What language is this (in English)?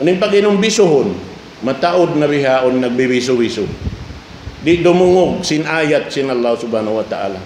Tausug